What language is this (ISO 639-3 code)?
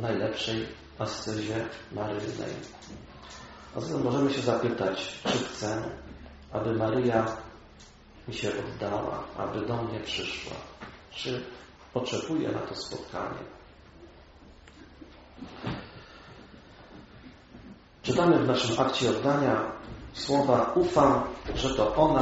pol